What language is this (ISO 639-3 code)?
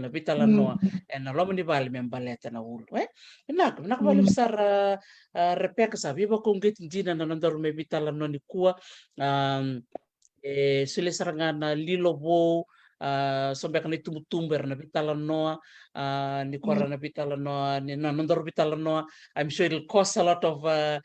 fij